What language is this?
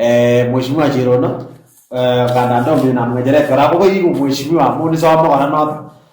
Kalenjin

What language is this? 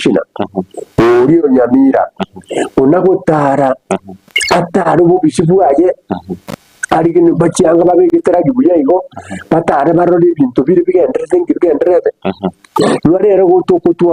Gusii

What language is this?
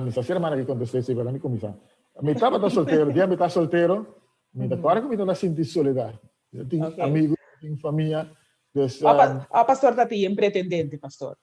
Papiamento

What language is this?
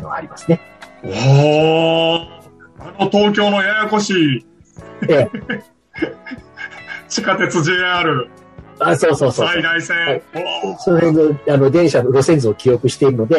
Japanese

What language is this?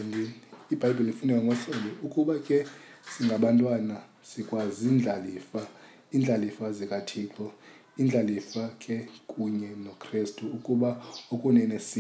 Xhosa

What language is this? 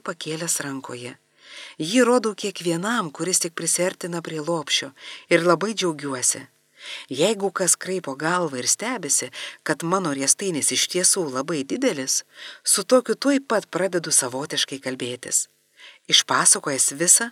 Lithuanian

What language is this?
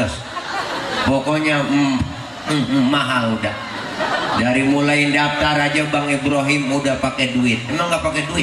Betawi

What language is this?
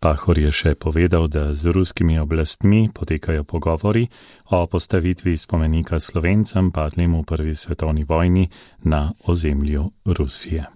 Slovenian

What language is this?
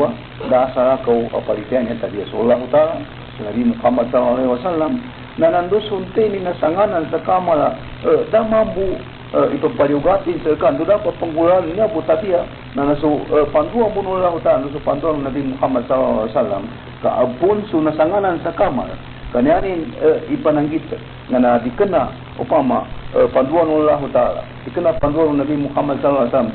Maranao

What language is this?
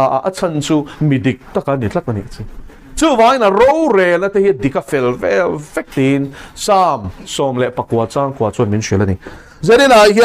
Mizo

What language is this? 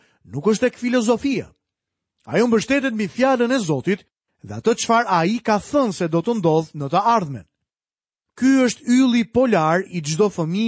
Albanian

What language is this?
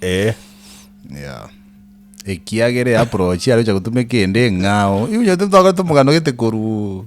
Gusii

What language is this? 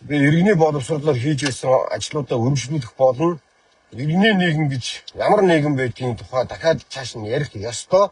Mongolian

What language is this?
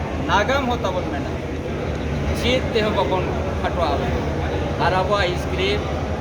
Santali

